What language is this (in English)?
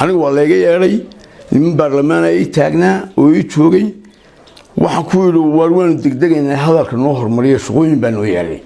Somali